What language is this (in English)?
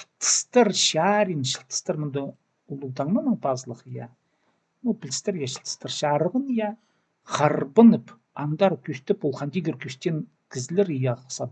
Khakas